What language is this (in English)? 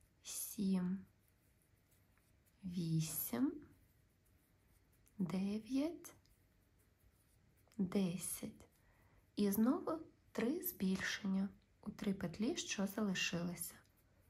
Ukrainian